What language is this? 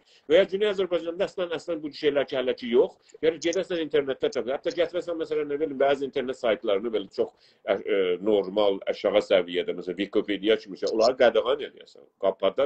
South Azerbaijani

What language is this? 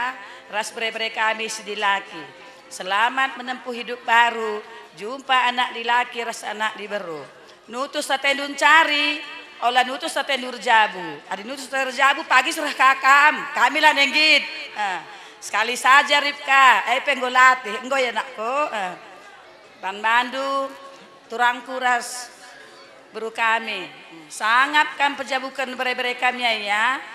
Batak Karo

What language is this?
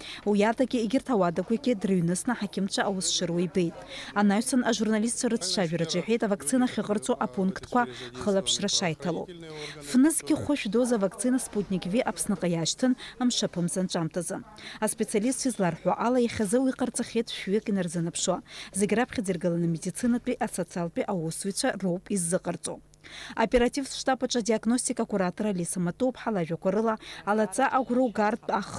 Abkhazian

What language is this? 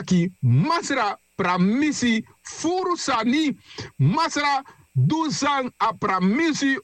Sranan Tongo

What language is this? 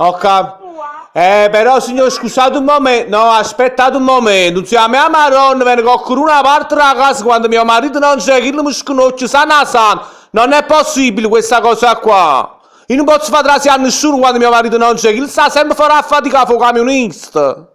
Neapolitan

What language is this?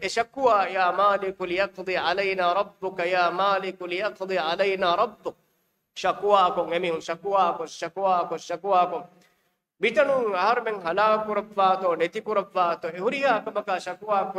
Divehi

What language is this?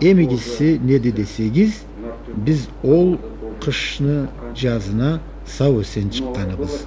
Karachay-Balkar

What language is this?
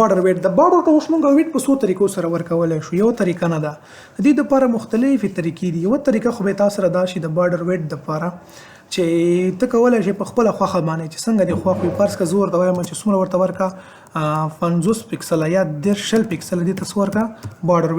Pashto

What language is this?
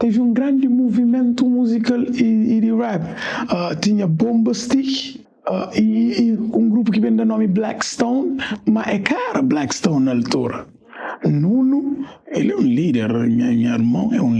Kabuverdianu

